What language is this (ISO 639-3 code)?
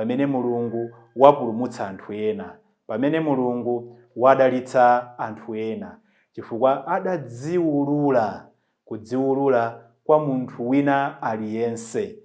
nya